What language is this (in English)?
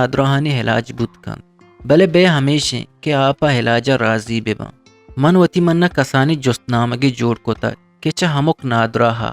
Eastern Balochi